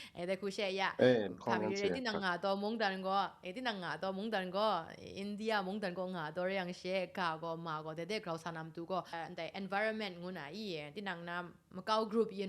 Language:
Kachin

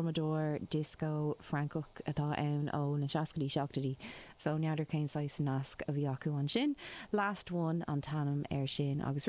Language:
Irish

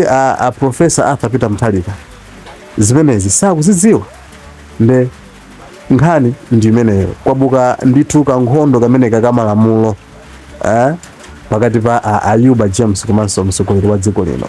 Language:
Nyanja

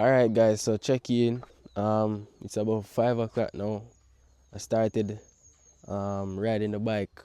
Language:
Jamaican Creole English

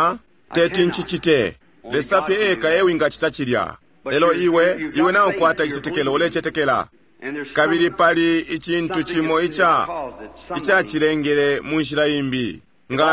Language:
Bemba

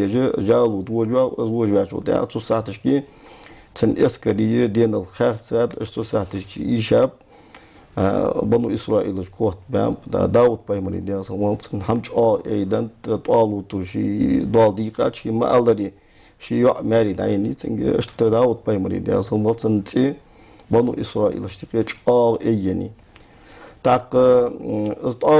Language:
Ingush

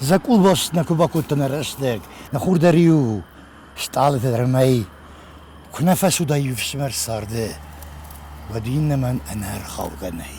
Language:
Ossetic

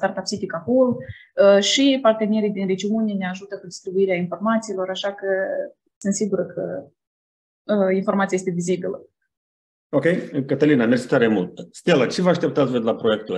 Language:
Romanian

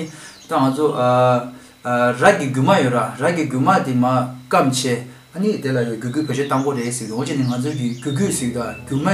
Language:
Tibetan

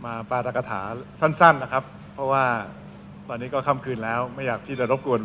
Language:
Thai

